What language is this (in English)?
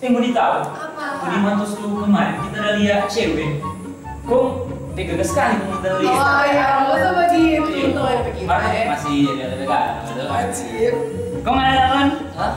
Manado Malay